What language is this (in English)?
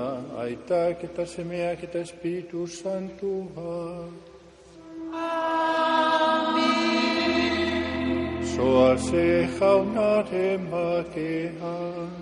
Basque